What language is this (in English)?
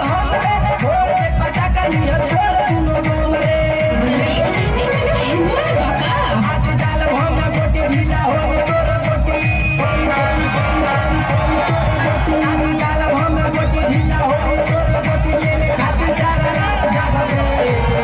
Bhojpuri